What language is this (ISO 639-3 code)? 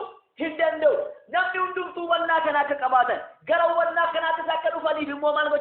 orm